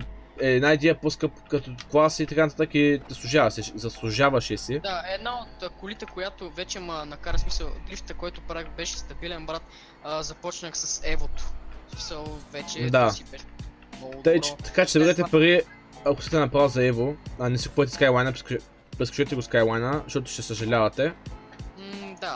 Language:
Bulgarian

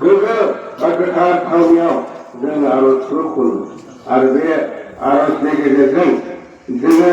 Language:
Bodo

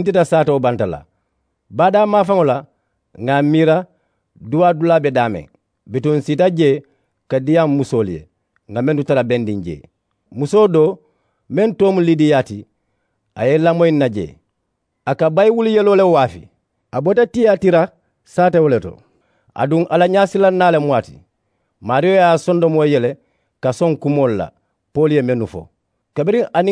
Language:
Mandingo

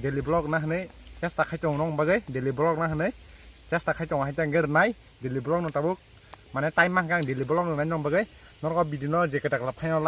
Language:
Kok Borok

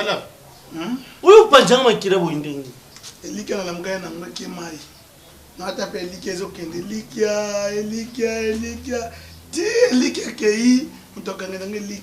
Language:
Lingala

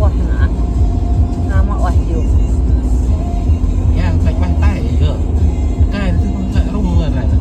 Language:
Central Mnong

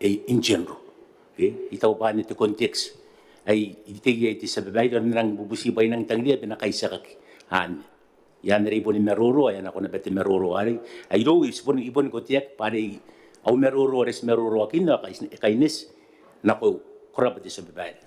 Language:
Gilbertese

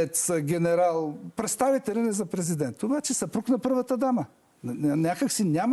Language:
Bulgarian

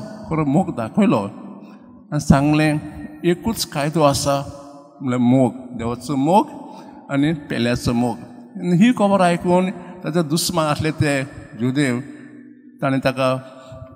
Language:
Konkani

